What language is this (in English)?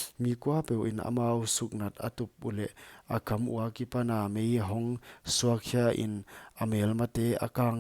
Paite Chin